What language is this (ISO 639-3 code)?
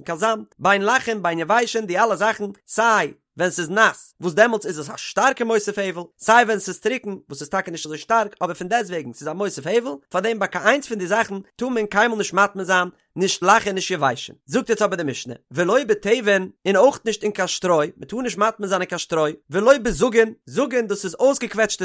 yid